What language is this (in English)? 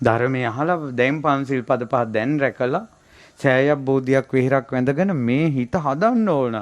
Sinhala